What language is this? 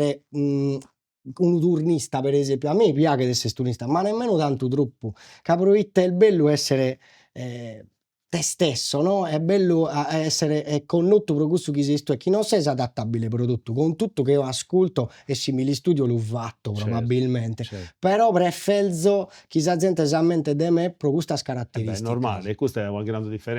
Sardinian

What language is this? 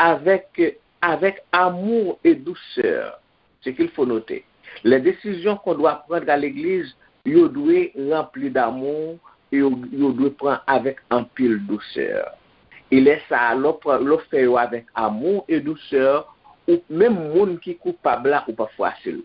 Haitian Creole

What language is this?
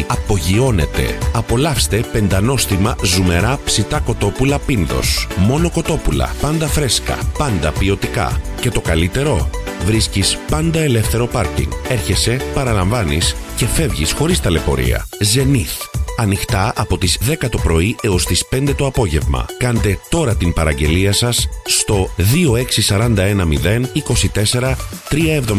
Greek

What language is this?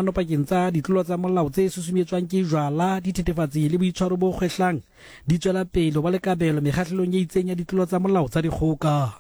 Southern Sotho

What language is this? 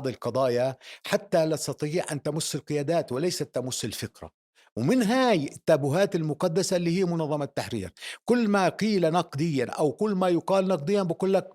North Levantine Arabic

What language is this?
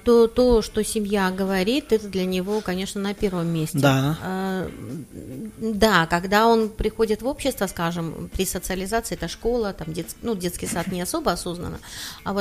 Russian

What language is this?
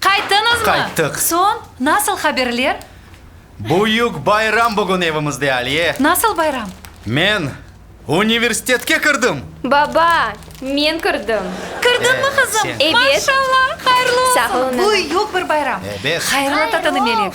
Crimean Tatar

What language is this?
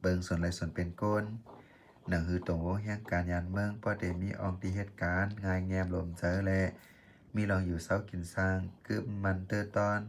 Shan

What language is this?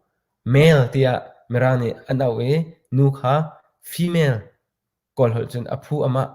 Hakha Chin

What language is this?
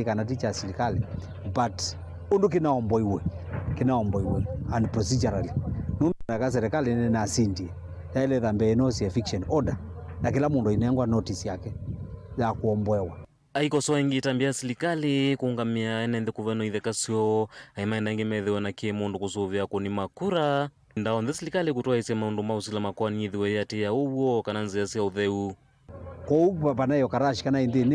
Kamba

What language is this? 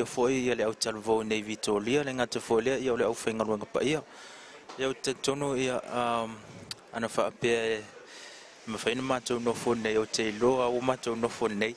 Samoan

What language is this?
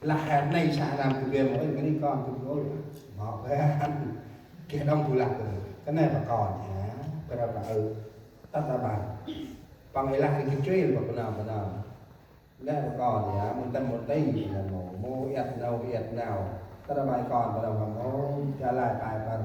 Central Mnong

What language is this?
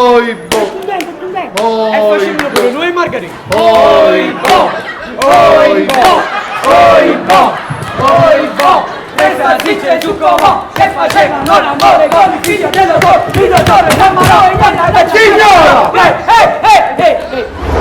Neapolitan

